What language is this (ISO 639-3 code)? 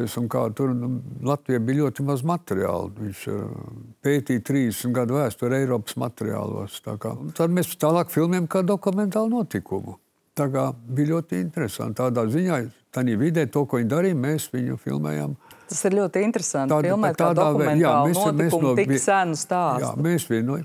lav